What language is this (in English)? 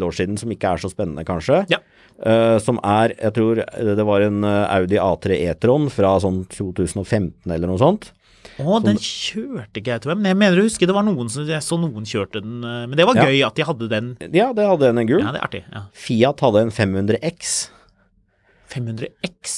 Norwegian